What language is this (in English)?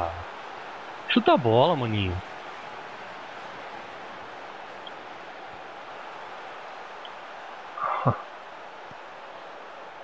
Portuguese